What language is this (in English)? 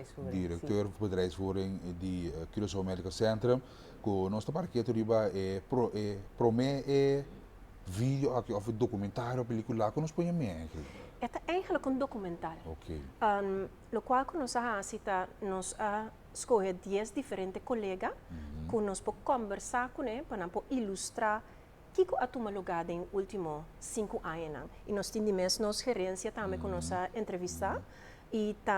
Papiamento